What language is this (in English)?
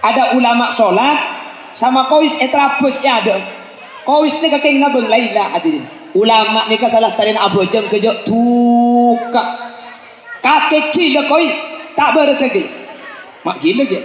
Madurese